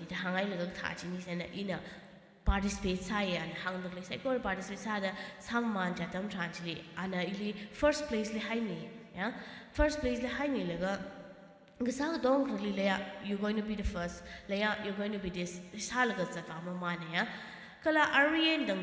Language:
Tangkhul Naga (India)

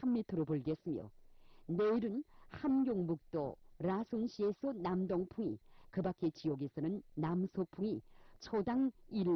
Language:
Korean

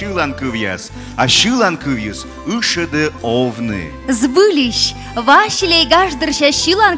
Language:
Komi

